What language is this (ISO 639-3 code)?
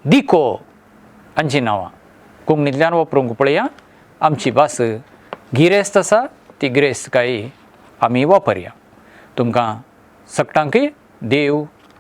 kok